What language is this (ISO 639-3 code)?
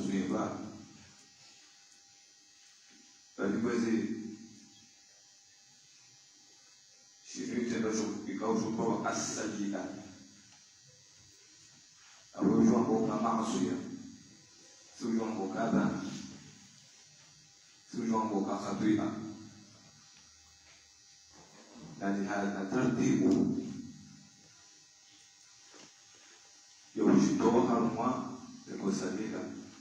swa